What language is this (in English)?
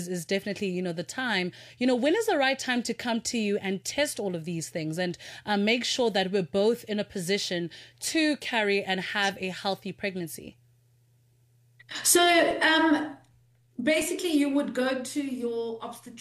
English